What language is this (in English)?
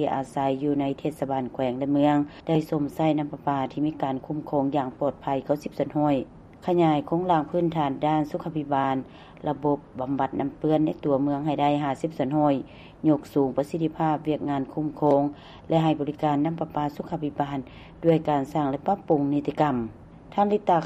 Lao